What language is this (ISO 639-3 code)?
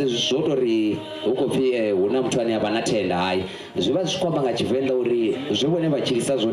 ven